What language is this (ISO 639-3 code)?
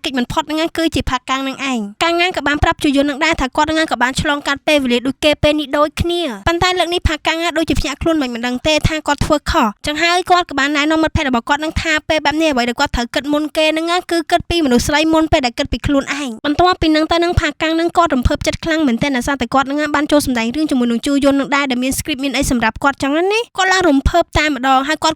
khm